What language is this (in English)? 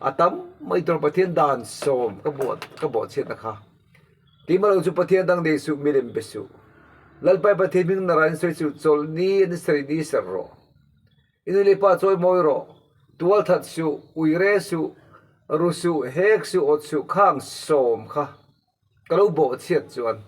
Mizo